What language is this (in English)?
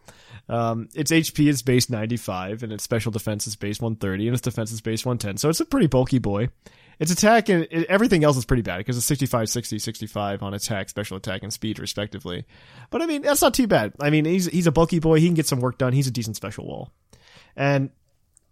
English